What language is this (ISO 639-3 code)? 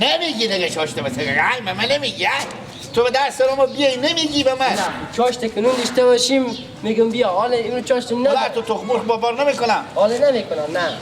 fas